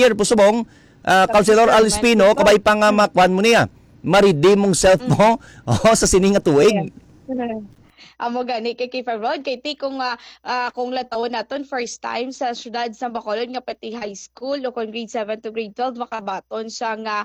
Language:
Hiligaynon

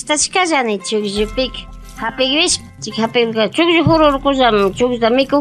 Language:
Imbabura Highland Quichua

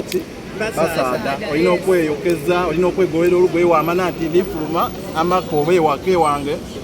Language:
Soga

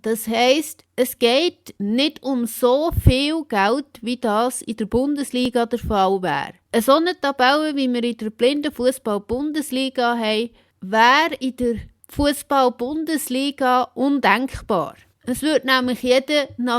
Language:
Swiss German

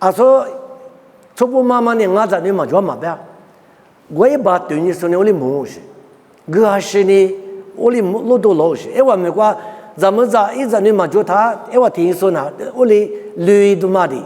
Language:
Lisu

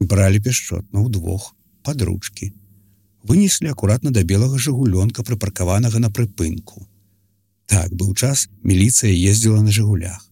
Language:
Belarusian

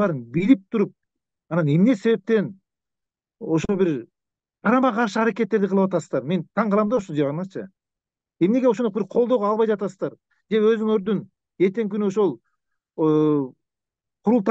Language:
Kyrgyz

